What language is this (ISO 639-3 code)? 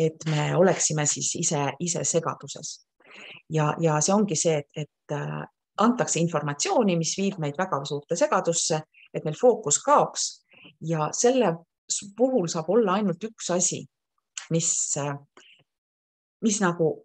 est